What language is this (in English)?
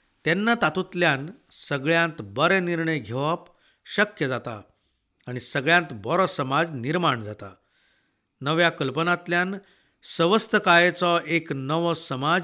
Konkani